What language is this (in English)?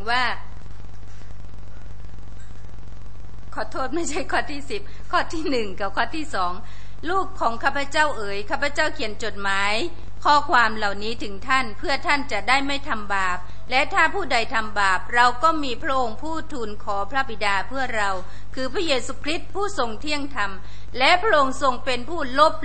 Thai